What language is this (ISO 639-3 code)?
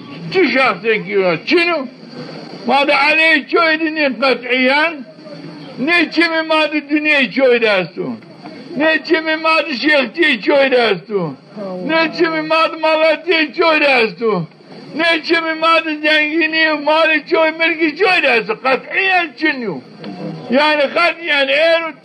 zza